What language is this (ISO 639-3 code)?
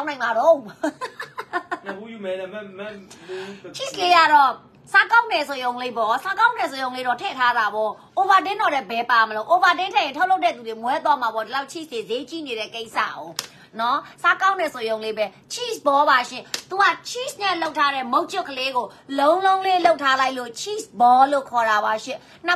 mya